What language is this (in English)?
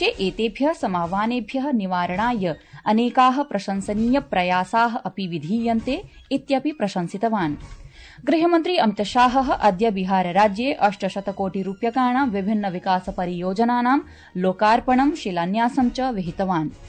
Sanskrit